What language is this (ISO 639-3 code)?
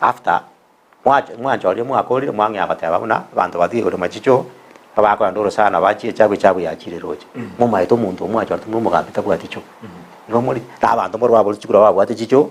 guz